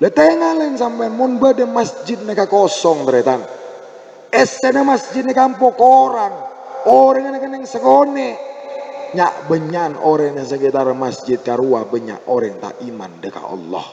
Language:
Madurese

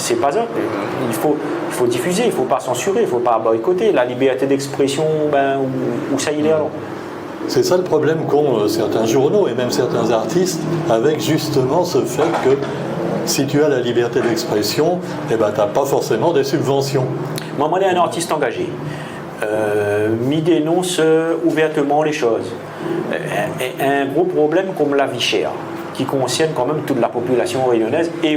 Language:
Réunion Creole French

